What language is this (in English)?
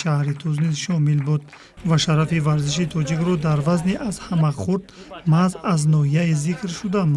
Tajik